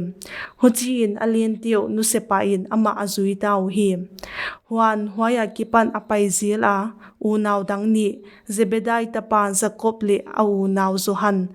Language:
Paite Chin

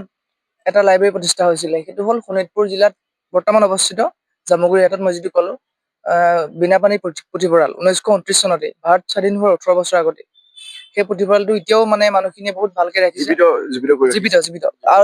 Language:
Assamese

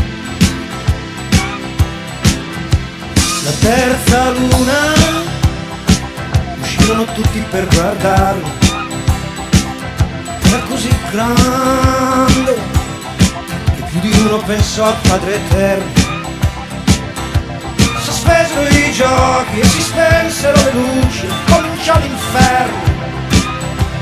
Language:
Italian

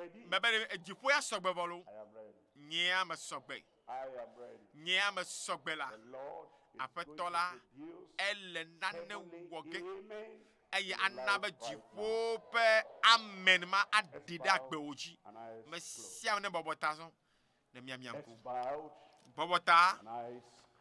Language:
Ewe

